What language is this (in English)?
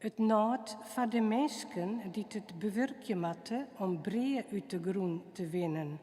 Western Frisian